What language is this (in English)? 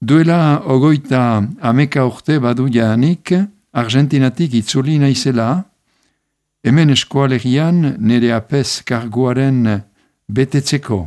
Basque